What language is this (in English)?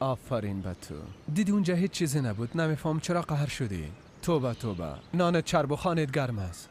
Persian